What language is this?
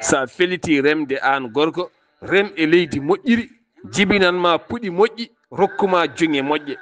Fula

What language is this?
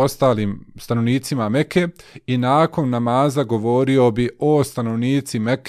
Bosnian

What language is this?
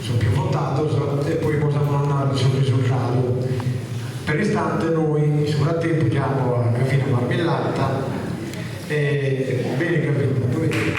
Sardinian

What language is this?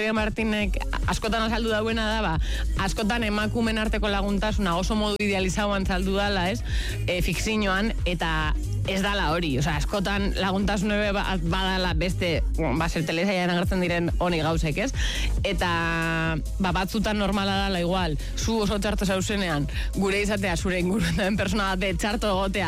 Basque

